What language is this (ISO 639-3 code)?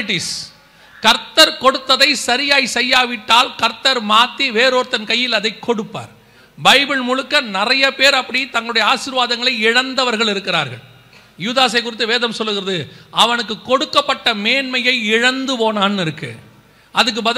tam